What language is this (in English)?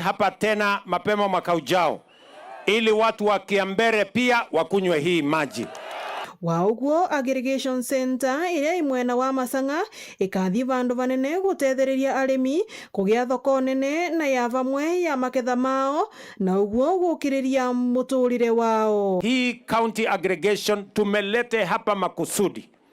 Meru